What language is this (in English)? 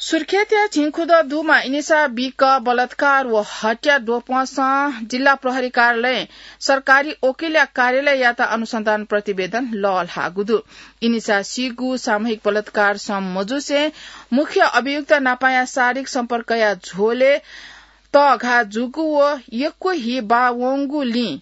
Newari